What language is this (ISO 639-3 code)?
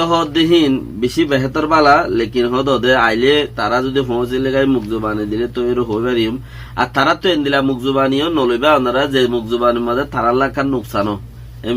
rhg